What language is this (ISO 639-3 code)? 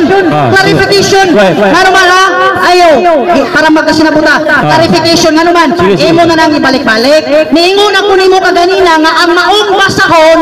ceb